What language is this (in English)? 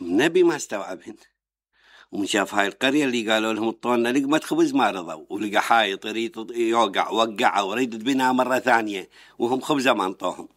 Mesopotamian Arabic